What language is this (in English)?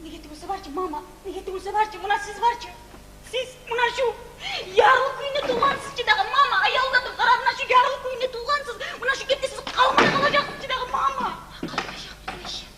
Kumyk